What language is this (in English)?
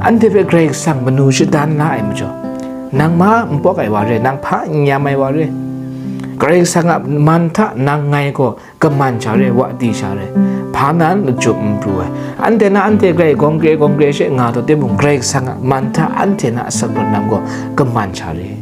Kachin